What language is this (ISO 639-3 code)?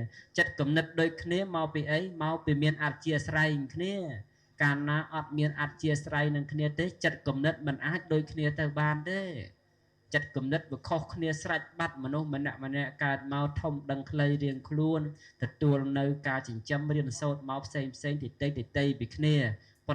khm